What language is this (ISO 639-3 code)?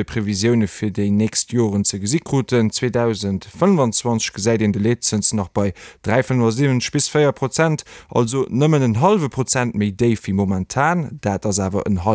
ltz